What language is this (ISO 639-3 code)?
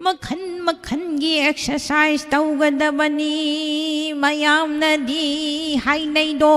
mni